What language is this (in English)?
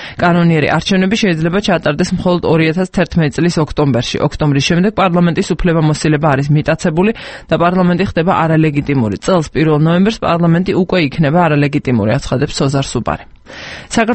Georgian